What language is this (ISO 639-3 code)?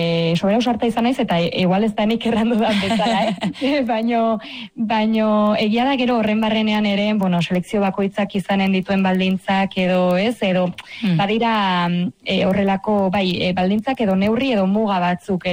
eus